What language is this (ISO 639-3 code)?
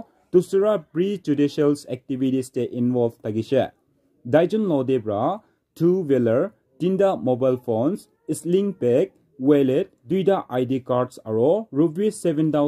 nag